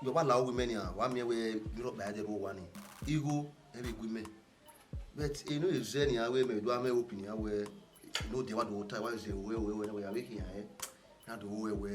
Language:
Bini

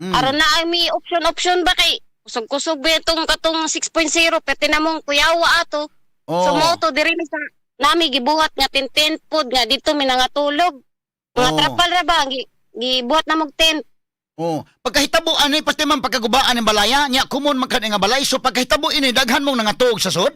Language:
Cebuano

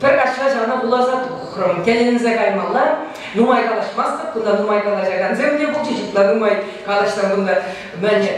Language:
Chuvash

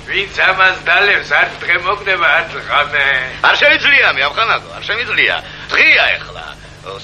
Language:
Georgian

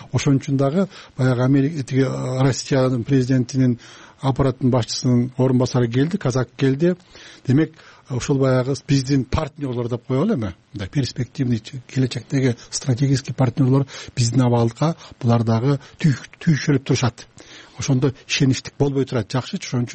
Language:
Kyrgyz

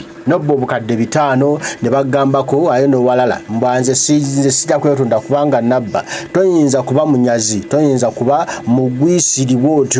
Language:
Ganda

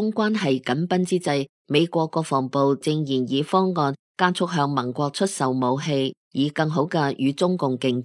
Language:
Cantonese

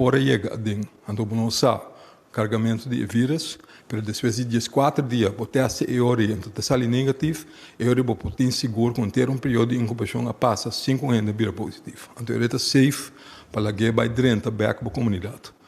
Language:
Papiamento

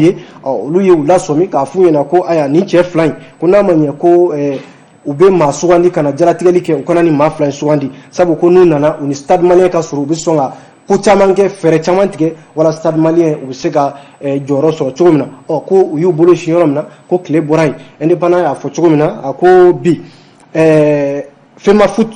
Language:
Bambara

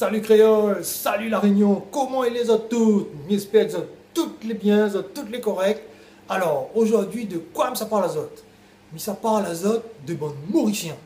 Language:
Réunion Creole French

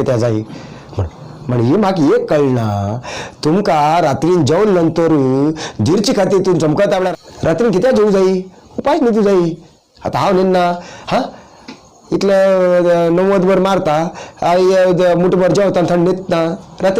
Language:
Konkani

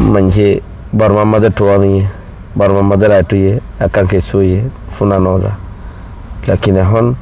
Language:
Rohingya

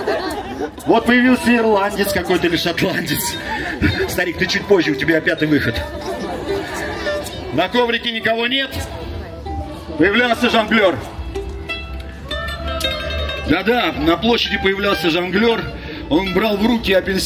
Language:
Russian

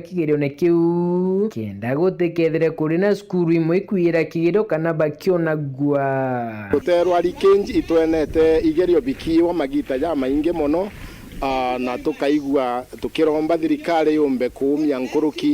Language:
Meru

